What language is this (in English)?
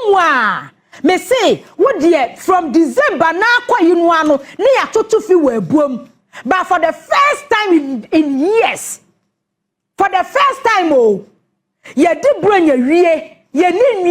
Akan